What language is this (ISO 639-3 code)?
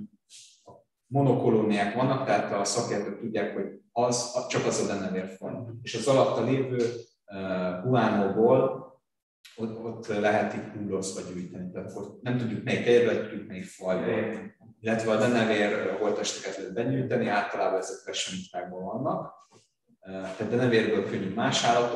hun